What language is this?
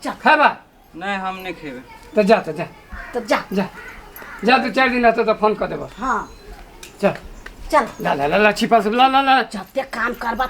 Maithili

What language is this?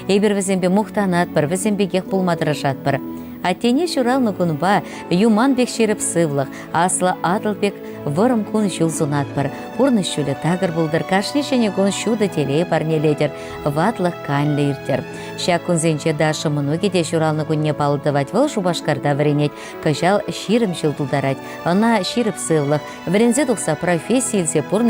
Chuvash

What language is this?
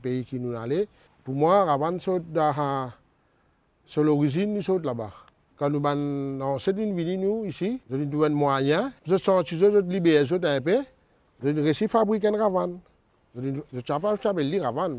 Morisyen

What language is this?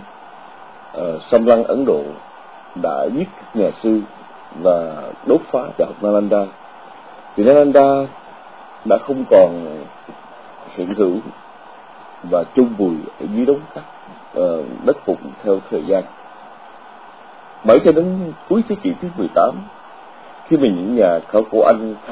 Vietnamese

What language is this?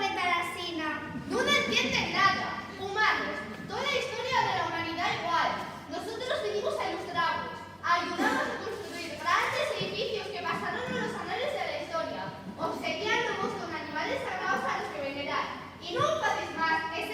Asturian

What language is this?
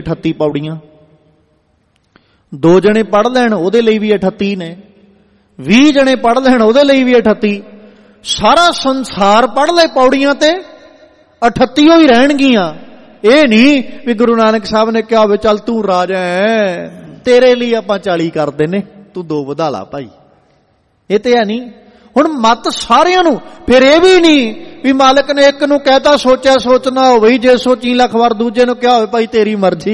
Punjabi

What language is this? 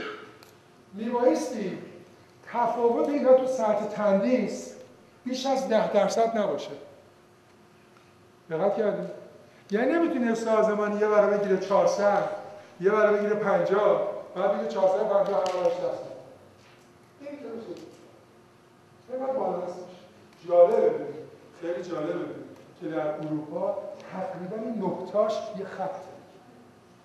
Persian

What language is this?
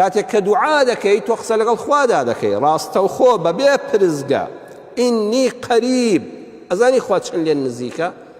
Central Kurdish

